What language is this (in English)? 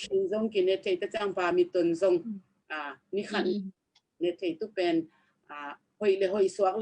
Tedim Chin